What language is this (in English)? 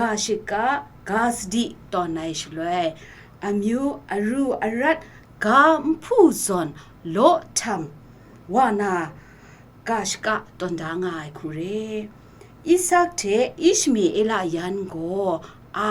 Kachin